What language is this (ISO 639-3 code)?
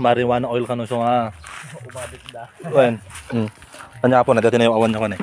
ilo